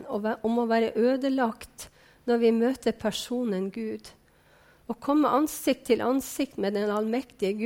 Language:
Norwegian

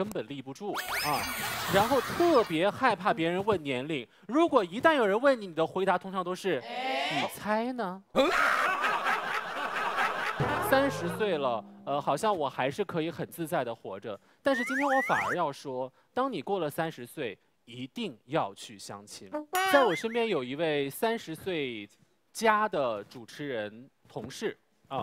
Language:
Chinese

